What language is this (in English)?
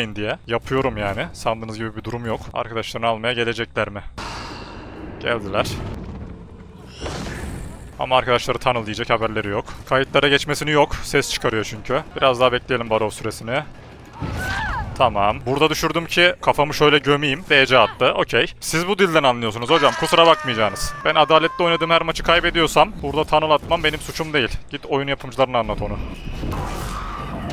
Turkish